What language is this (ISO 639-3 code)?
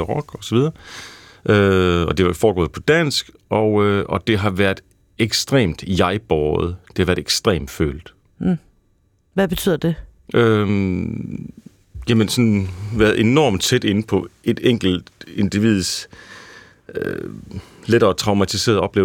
dan